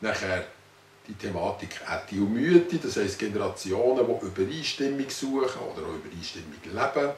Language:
Swiss German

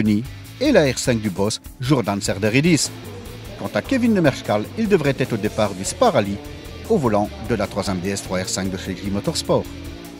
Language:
French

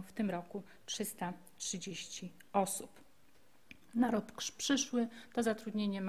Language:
Polish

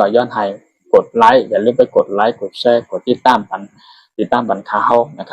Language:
Shan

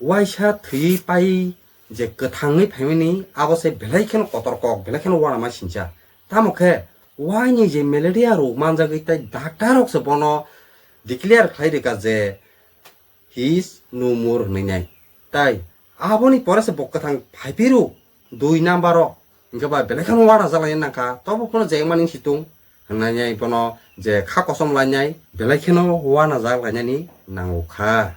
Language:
Kok Borok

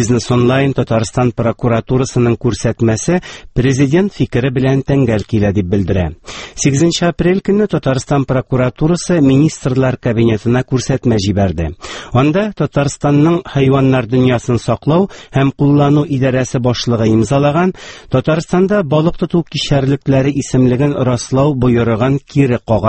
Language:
Tatar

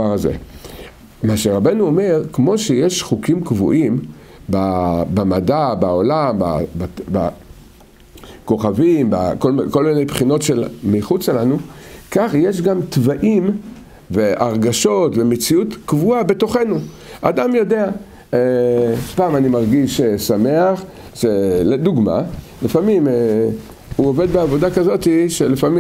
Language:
Hebrew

